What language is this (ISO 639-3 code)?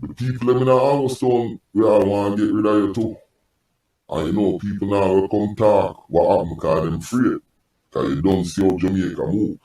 jam